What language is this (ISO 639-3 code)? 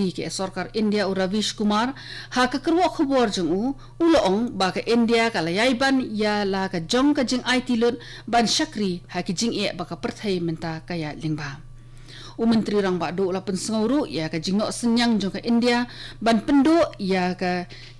kha